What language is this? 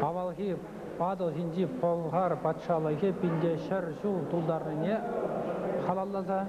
Chuvash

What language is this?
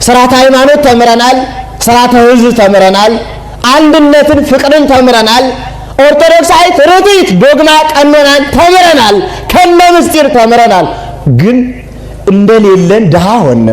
Amharic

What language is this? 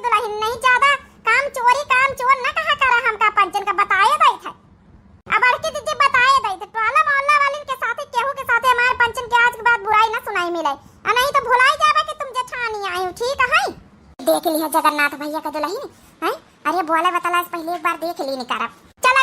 Awadhi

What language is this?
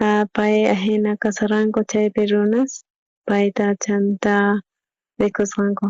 South Bolivian Quechua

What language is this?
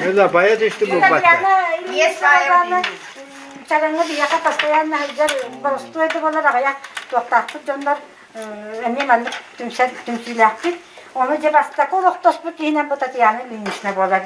Yakut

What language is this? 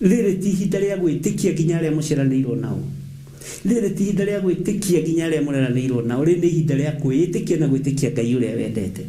Kikuyu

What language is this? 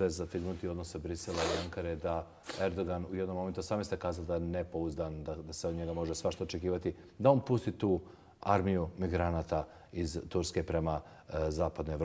Bosnian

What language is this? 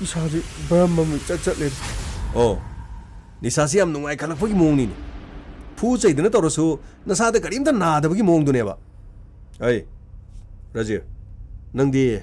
Manipuri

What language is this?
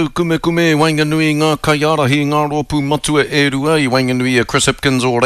Māori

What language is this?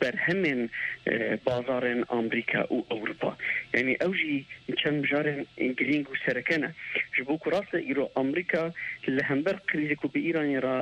Kurdish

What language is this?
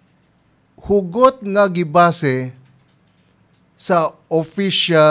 Cebuano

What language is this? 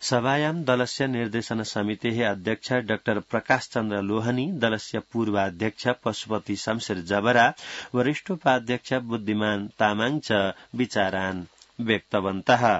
Sanskrit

